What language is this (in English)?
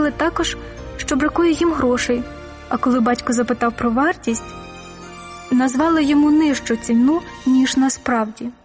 Ukrainian